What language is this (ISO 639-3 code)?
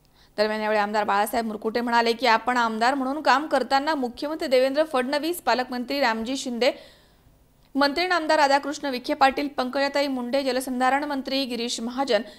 mar